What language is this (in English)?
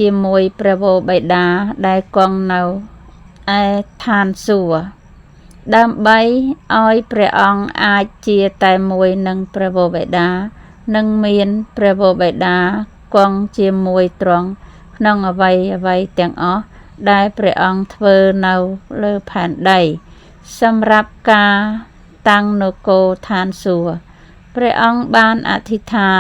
Khmer